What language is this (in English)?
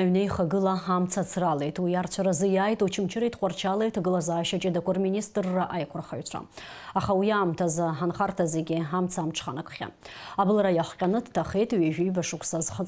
Abkhazian